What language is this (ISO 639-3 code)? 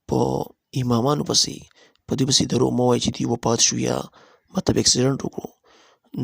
pus